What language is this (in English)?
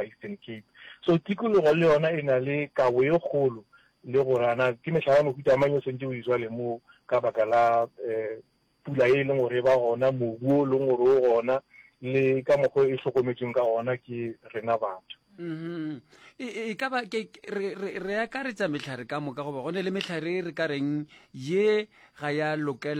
Northern Sotho